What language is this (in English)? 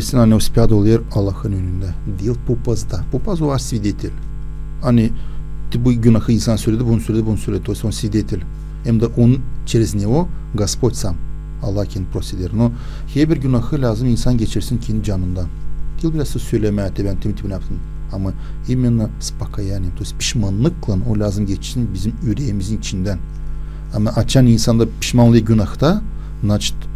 Gagauz